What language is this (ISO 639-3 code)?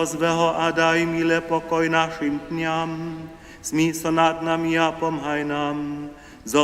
hsb